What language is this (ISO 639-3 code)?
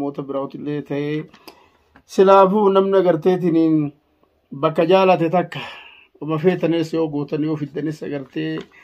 orm